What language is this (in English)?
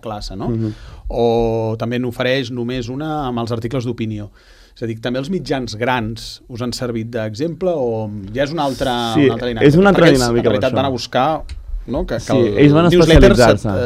Catalan